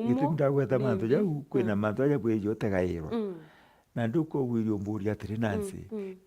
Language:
Meru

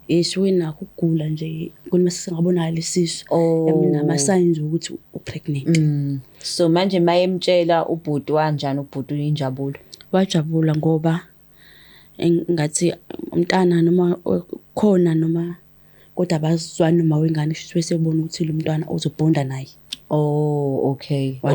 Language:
Zulu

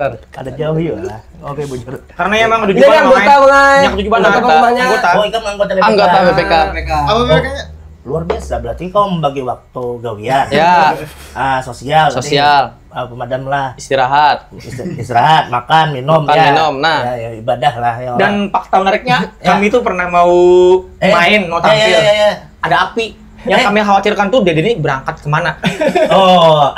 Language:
Banjar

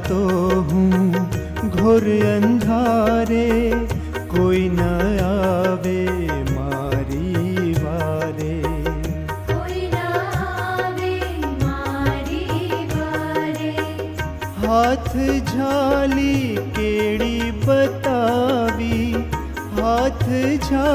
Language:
Gujarati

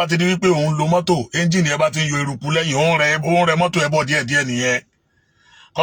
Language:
Yoruba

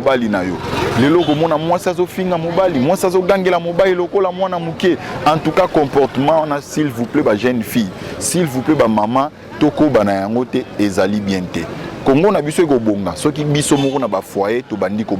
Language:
Lingala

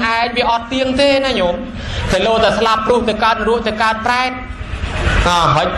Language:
Khmer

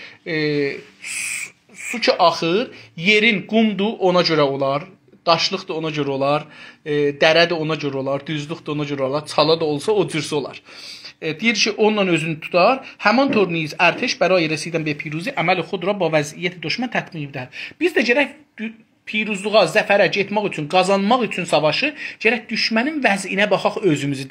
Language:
South Azerbaijani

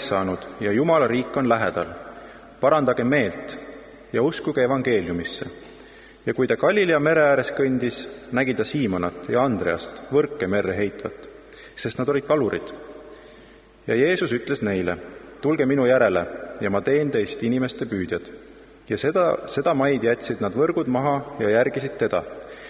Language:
Estonian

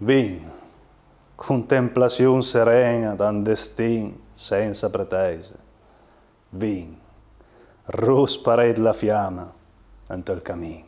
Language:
Piedmontese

